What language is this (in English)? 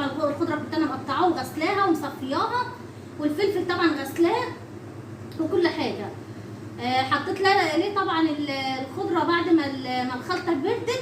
Egyptian Arabic